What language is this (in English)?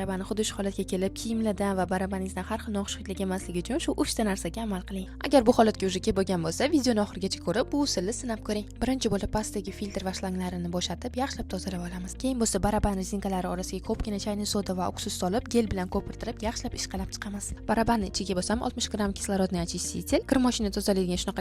Uzbek